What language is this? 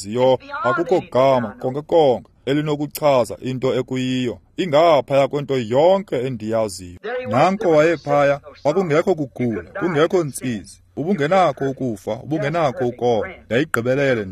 Xhosa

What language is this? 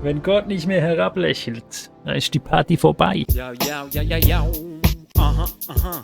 Swiss German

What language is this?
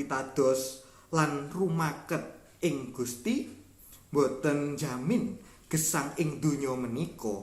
Javanese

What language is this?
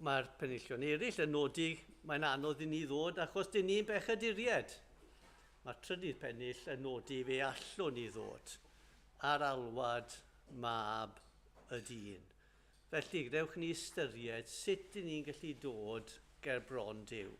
Welsh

